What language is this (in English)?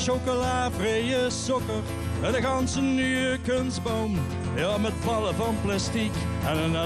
Limburgish